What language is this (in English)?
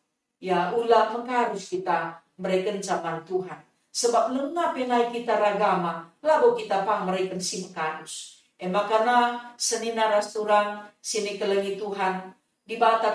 Batak Karo